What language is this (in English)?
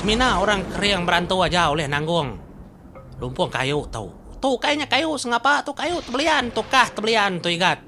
Iban